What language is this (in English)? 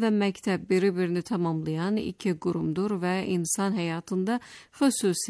Azerbaijani